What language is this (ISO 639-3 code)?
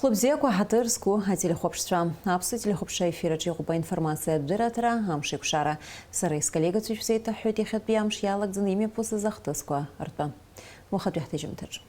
abk